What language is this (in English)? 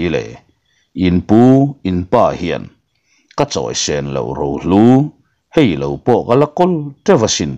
Mizo